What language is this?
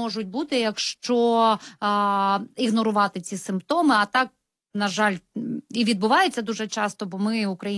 Ukrainian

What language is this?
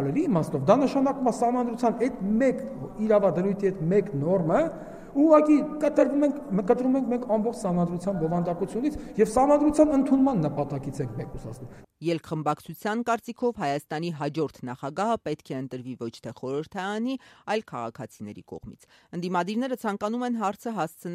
Armenian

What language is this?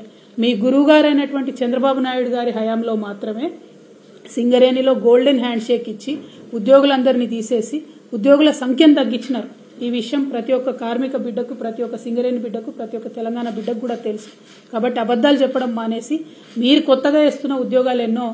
Telugu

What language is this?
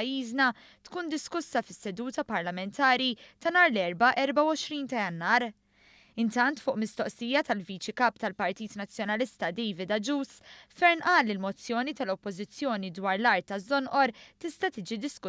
Maltese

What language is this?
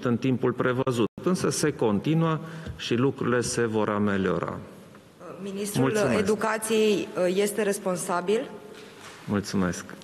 Romanian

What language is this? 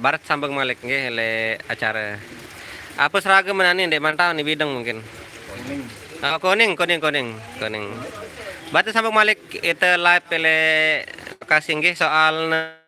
Sasak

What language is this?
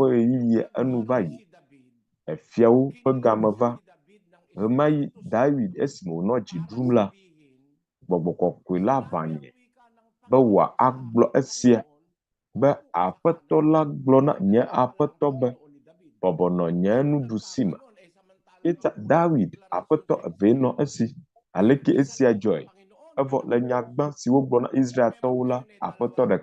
Ewe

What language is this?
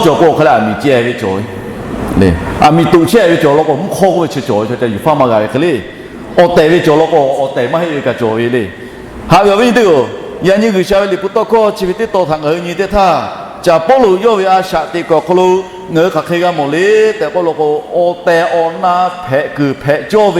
Lahu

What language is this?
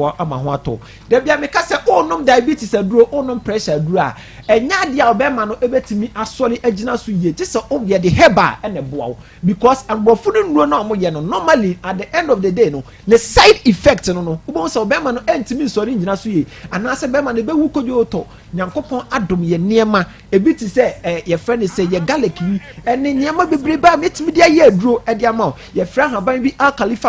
Akan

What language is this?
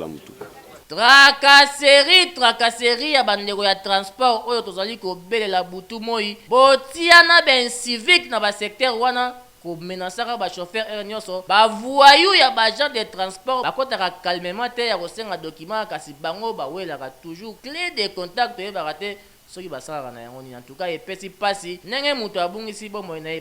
Lingala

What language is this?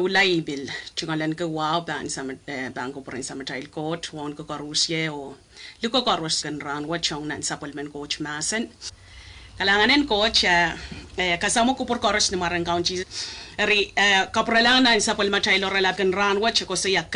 Pohnpeian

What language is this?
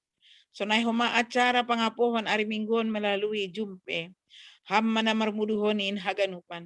Batak Simalungun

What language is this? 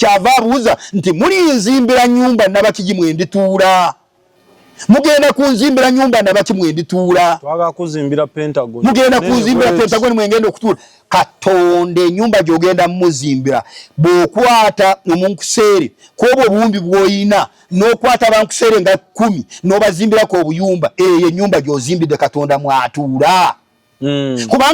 Ganda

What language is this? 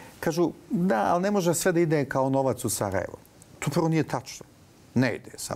Bosnian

